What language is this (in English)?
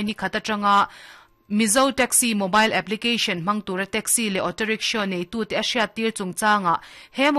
Mizo